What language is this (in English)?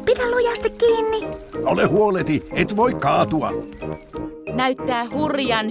Finnish